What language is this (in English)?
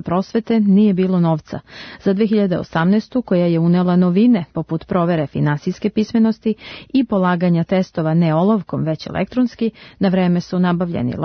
Serbian